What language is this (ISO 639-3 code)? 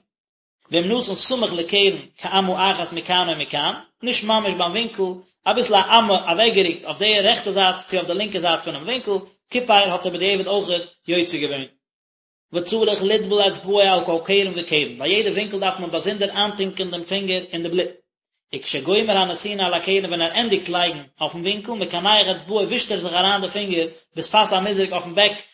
yid